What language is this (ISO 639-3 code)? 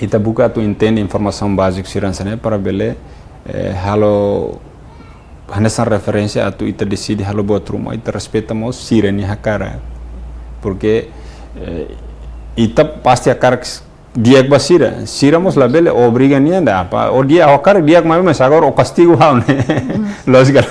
tet